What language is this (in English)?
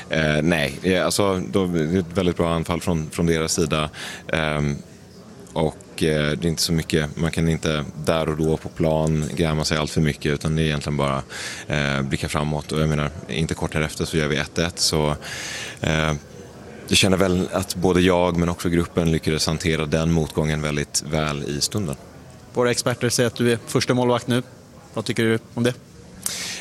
Swedish